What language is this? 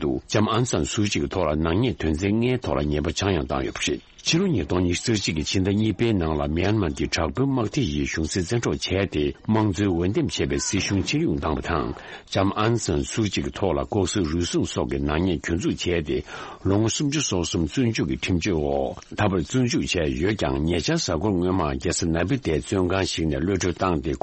Tibetan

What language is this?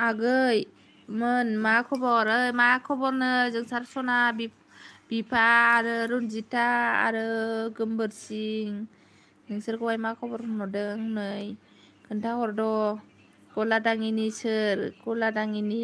Bodo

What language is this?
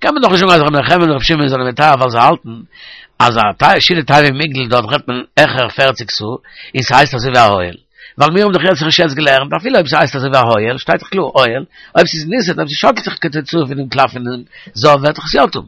Yiddish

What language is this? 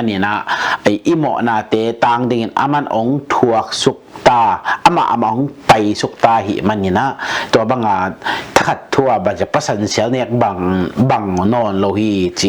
Tedim Chin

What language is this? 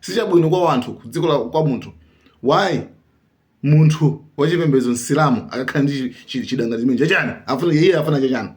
Nyanja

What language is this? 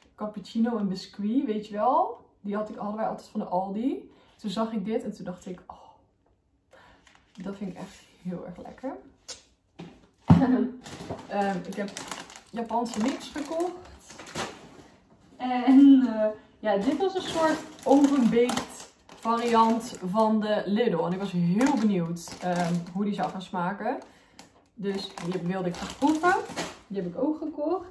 Dutch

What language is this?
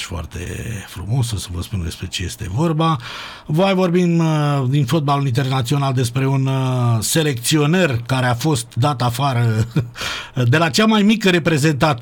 Romanian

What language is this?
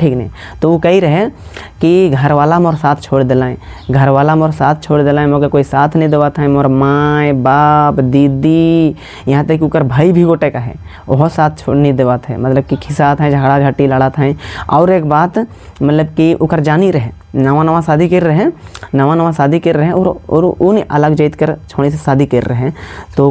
Sadri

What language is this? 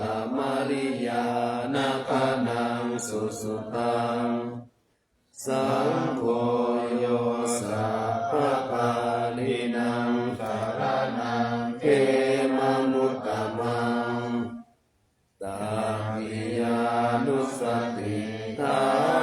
Pali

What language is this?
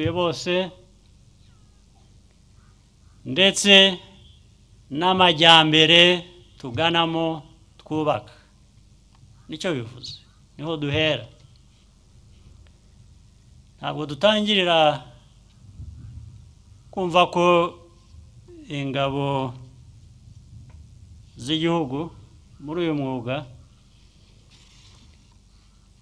Kinyarwanda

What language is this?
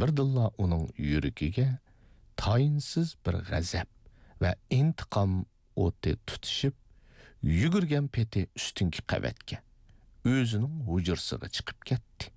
Uyghur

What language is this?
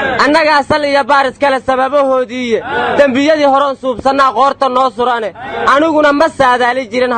Somali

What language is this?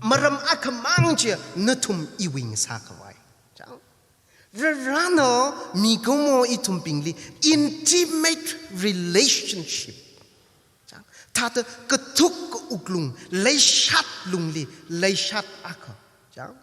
Tangkhul Naga (India)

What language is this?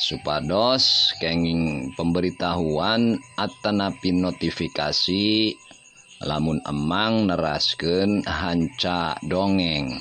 Sundanese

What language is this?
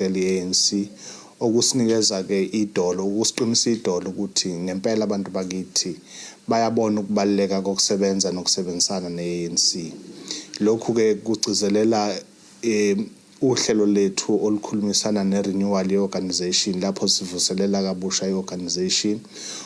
Zulu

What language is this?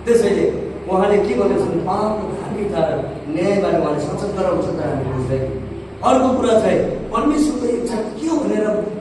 Nepali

